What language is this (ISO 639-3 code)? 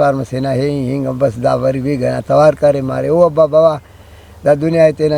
brh